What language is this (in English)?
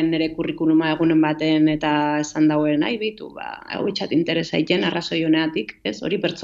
Basque